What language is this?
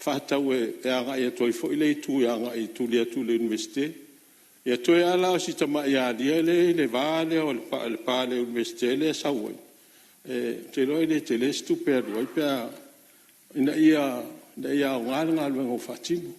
Samoan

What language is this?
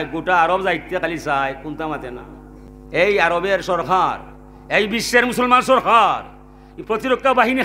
Sylheti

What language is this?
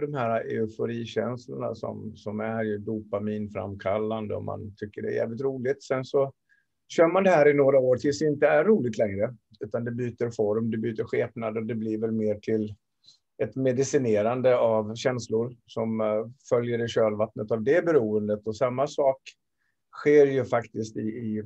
Swedish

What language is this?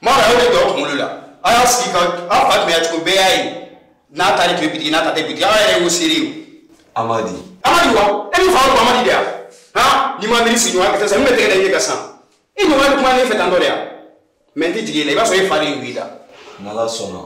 Bambara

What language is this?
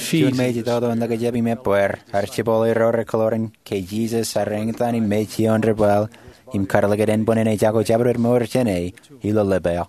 Marshallese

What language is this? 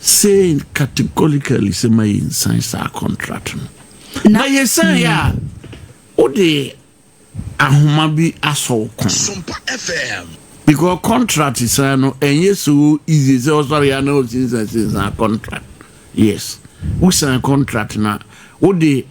Akan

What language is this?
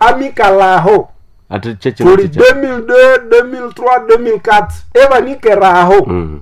Nande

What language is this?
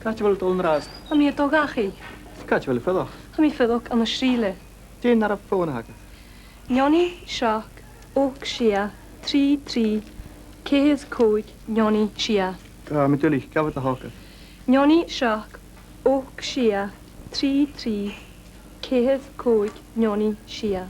Scottish Gaelic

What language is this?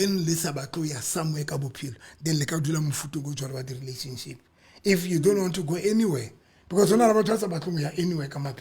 Southern Sotho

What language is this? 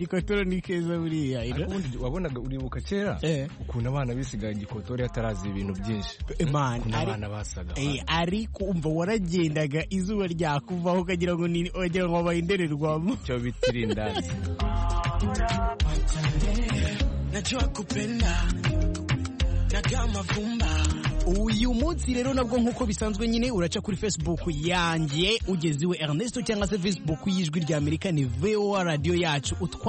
Kinyarwanda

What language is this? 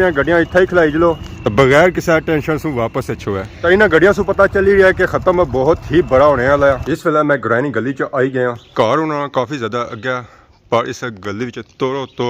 Pahari-Potwari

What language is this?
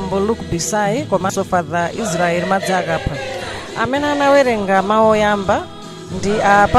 Nyanja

